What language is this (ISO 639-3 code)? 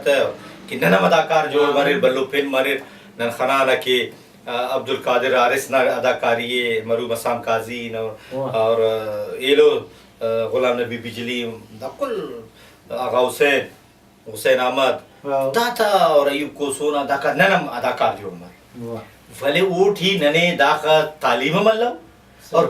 brh